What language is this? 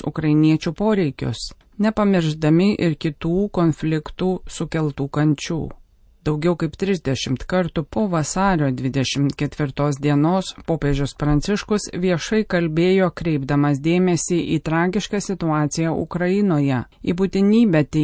Lithuanian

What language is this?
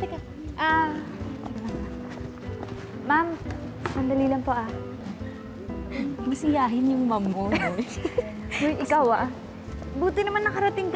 Filipino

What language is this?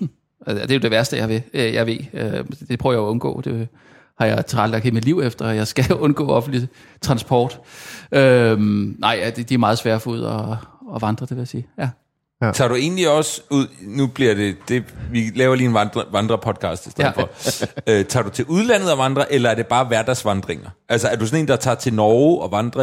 Danish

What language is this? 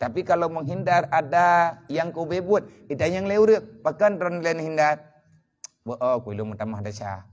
Achinese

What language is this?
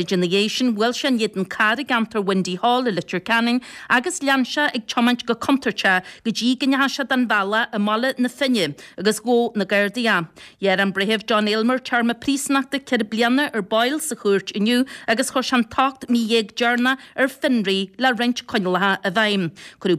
Irish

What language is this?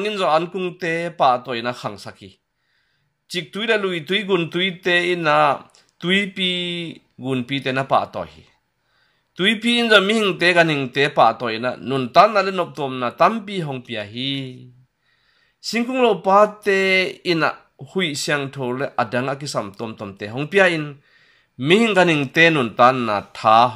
Tedim Chin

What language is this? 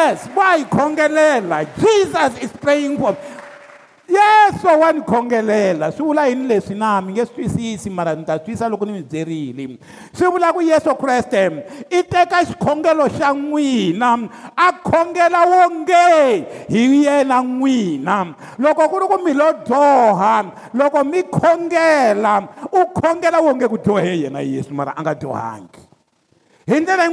Tsonga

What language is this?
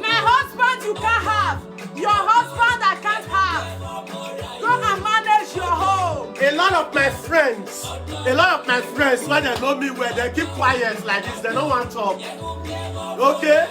Nigerian Pidgin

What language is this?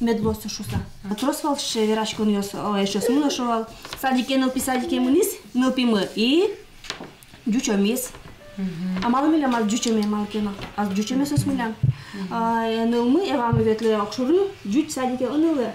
Udmurt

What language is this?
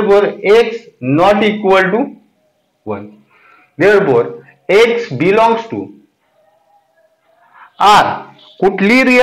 Marathi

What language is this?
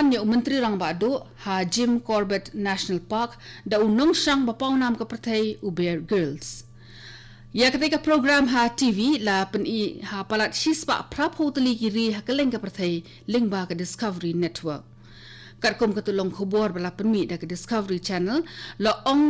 Khasi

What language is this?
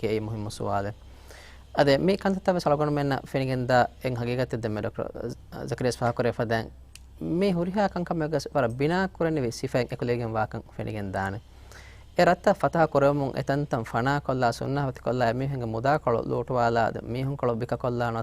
Divehi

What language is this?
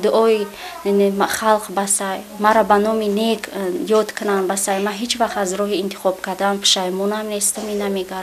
Tajik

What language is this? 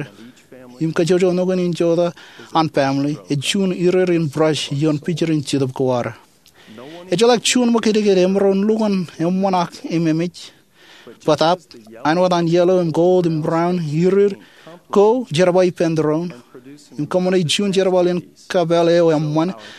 Marshallese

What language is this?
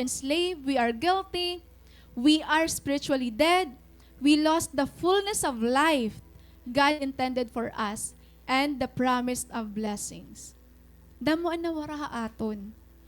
Waray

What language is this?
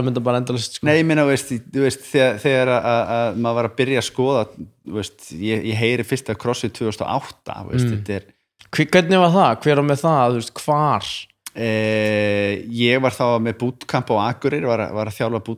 Icelandic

